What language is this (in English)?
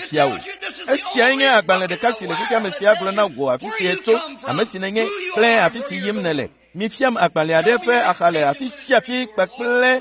Ewe